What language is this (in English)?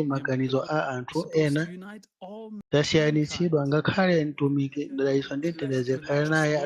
Nyanja